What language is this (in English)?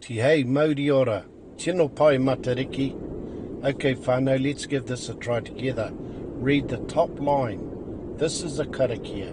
Māori